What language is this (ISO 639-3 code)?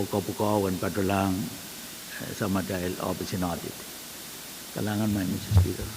pon